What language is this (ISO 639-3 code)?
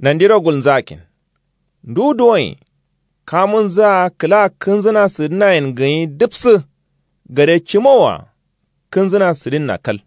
kau